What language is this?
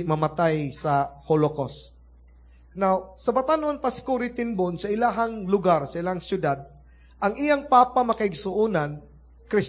Cebuano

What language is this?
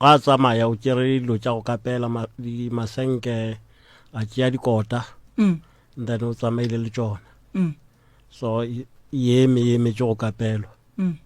Northern Sotho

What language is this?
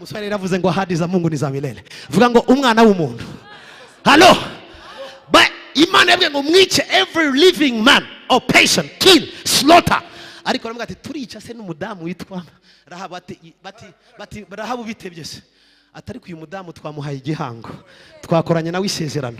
Kinyarwanda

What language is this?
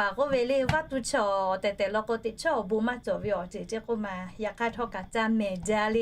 Lahu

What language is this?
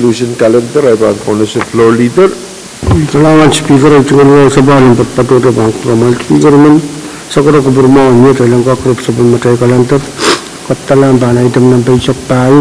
Pohnpeian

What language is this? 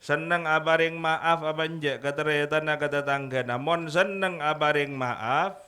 Madurese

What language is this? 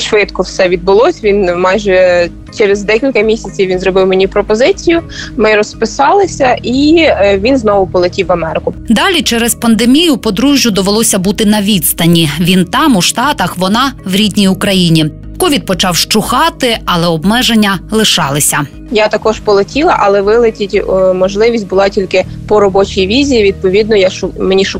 Ukrainian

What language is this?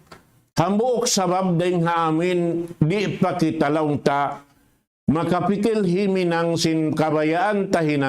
Tausug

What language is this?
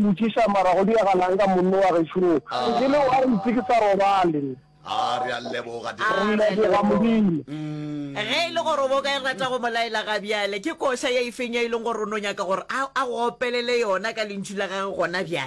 Northern Sotho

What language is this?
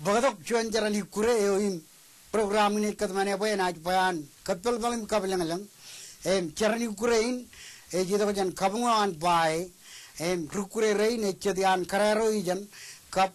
Marshallese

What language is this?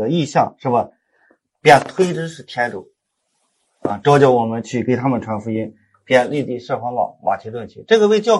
Chinese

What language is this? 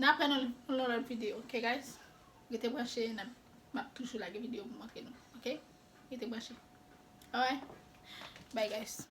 Haitian Creole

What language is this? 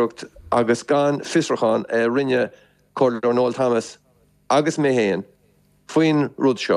Irish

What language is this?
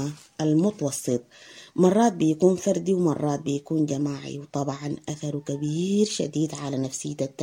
Sudanese Arabic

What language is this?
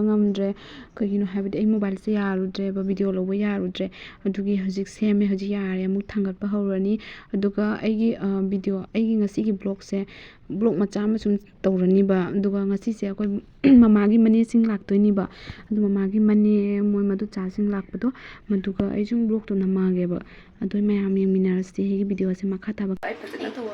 Manipuri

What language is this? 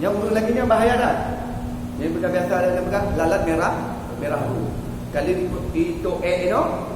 Achinese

